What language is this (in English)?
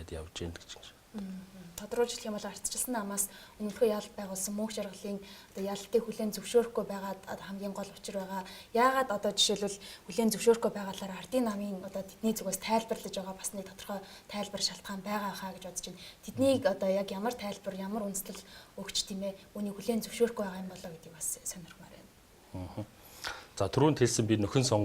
Mongolian